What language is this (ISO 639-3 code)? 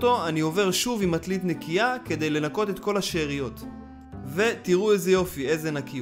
heb